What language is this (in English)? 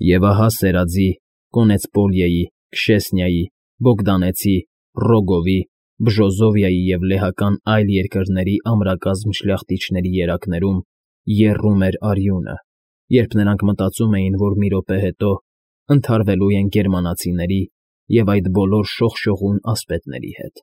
Armenian